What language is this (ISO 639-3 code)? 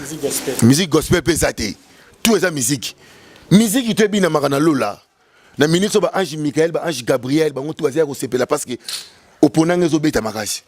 lin